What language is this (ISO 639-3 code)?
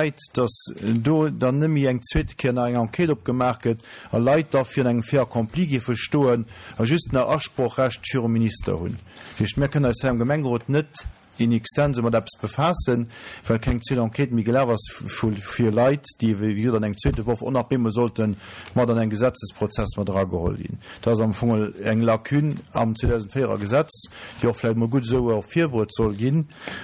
ltz